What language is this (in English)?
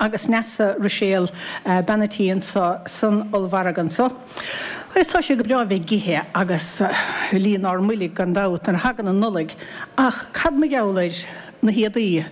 Irish